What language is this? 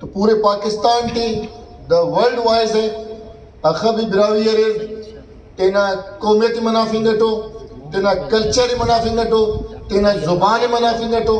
Brahui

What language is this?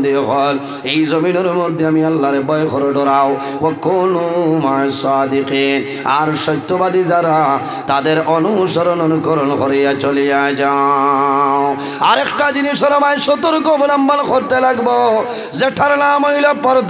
Sylheti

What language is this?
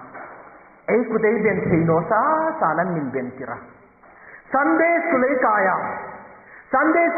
Hmar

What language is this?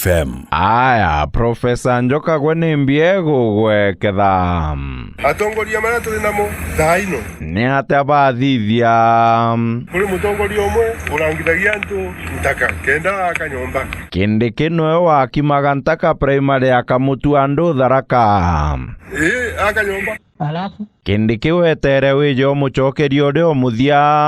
Meru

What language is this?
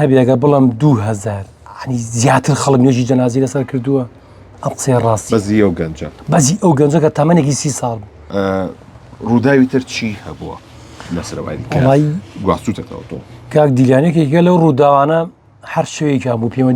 Central Kurdish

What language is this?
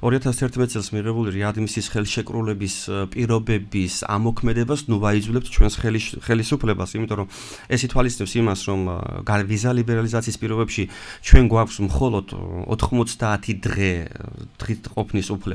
Georgian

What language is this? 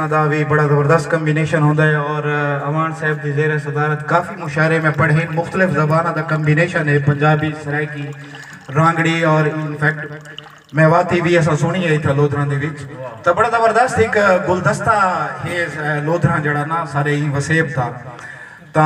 Saraiki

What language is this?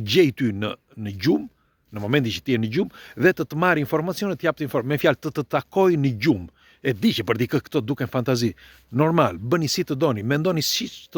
Albanian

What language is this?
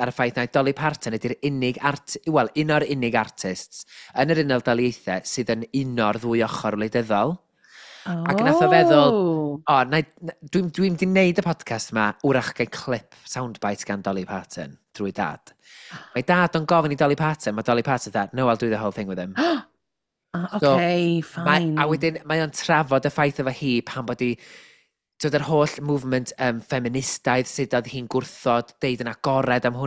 Welsh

